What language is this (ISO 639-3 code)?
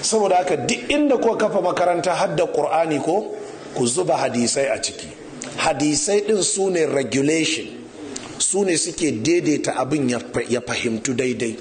hau